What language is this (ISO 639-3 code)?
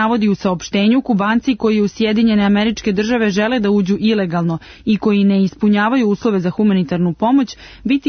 srp